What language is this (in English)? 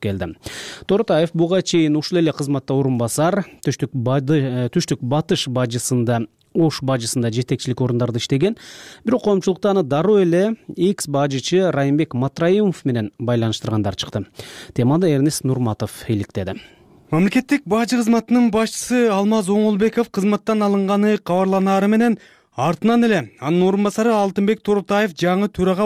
Kyrgyz